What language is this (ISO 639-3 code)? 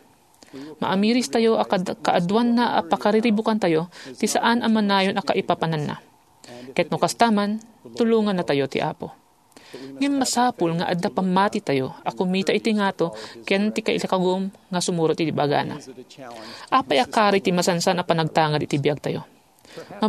ilo